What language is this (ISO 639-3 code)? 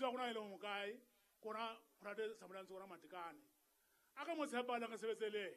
sot